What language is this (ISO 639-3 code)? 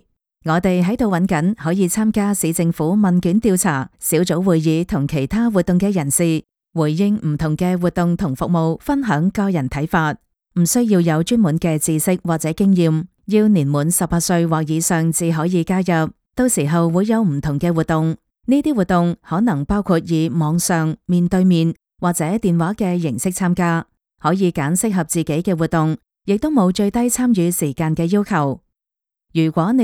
yue